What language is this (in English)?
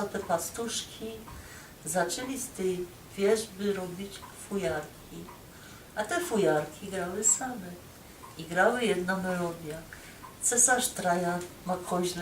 Silesian